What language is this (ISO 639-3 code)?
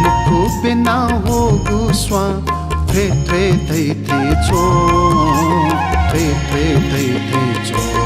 new